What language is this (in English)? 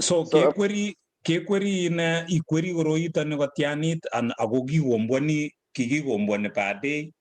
Kalenjin